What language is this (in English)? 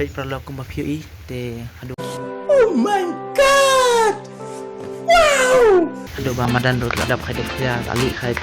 Khasi